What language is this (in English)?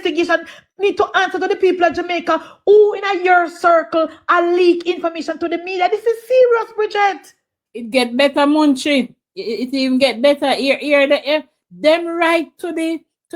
Jamaican Creole English